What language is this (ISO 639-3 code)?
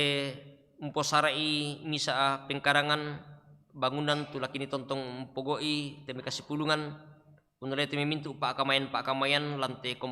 sda